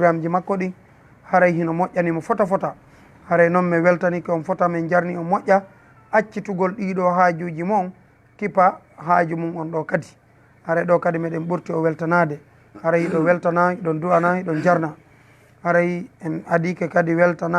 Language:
Fula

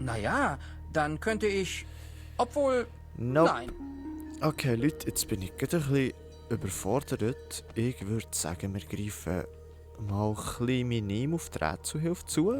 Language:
Swiss German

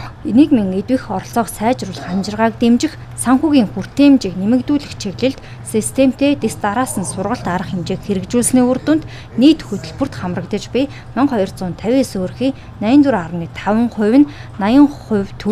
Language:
Mongolian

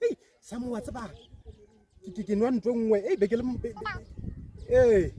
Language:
Northern Sotho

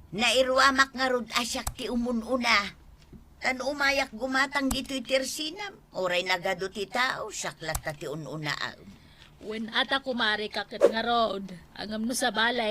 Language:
Iloko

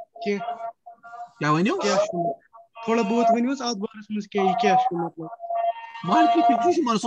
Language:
Kashmiri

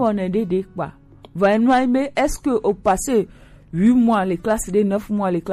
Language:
Gen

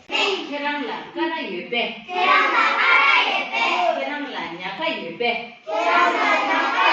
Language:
Tibetan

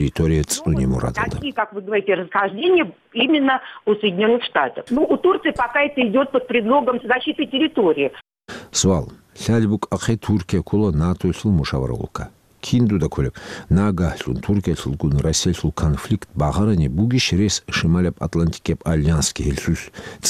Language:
Avaric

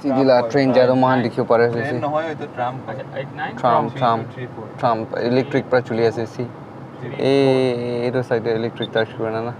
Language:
Naga Pidgin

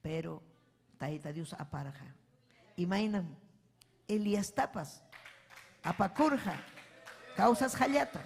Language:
Ayacucho Quechua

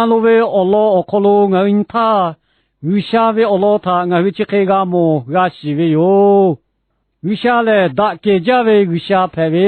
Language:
Lahu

